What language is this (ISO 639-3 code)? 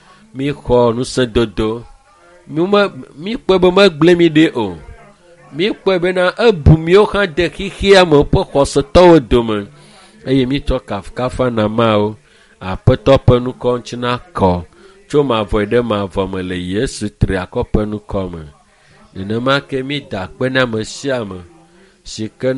ewe